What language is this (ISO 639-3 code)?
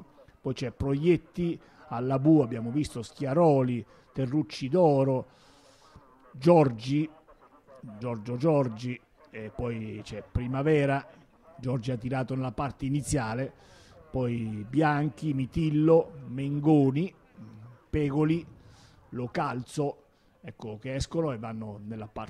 ita